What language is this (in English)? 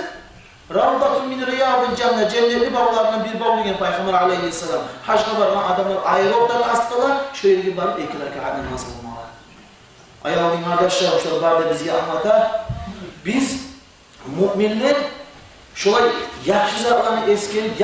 Kumyk